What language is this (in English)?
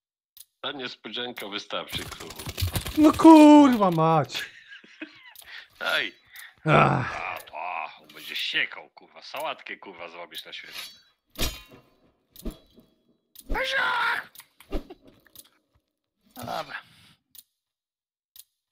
Polish